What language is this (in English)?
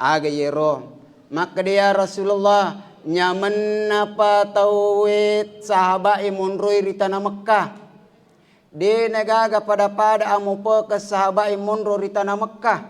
Buginese